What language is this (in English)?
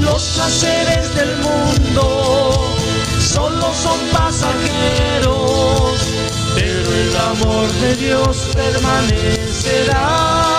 South Bolivian Quechua